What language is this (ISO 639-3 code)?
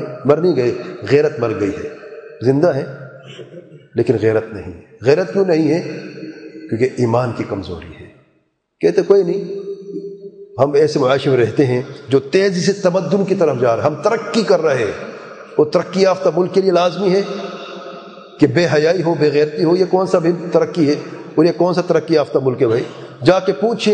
urd